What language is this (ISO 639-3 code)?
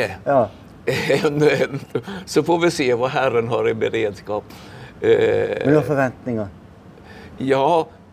swe